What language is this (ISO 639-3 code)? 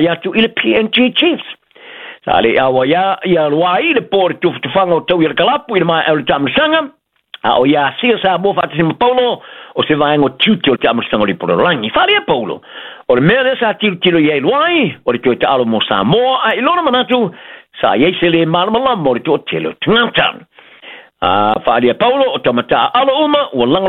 smo